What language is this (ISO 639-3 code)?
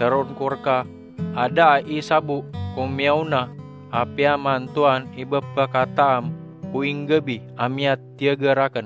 mrw